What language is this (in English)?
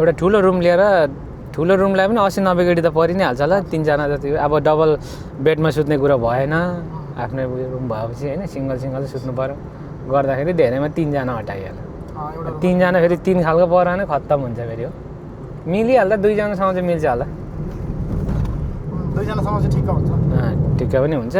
Nepali